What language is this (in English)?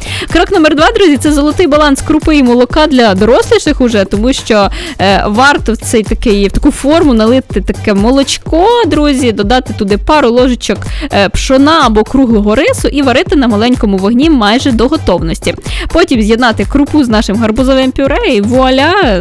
Ukrainian